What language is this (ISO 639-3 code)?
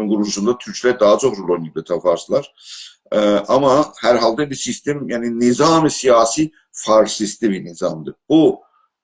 azb